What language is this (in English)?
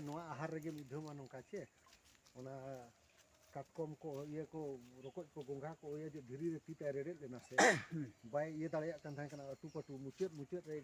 Santali